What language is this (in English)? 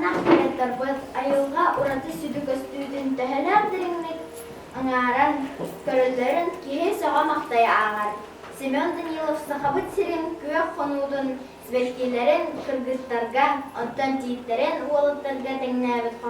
Yakut